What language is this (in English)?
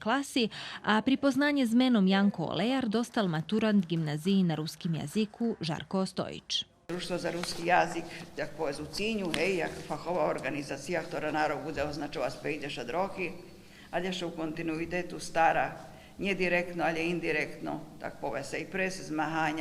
Rusyn